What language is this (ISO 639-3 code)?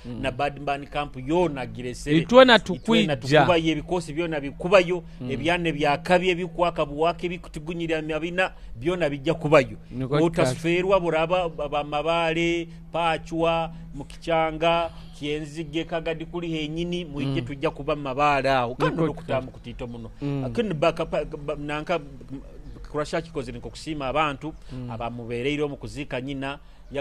nyo